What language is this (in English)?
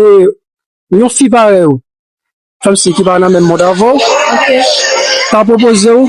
Haitian Creole